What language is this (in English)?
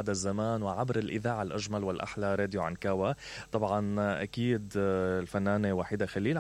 Mesopotamian Arabic